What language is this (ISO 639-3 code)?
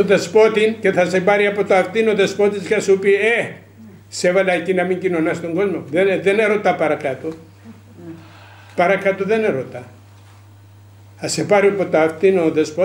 ell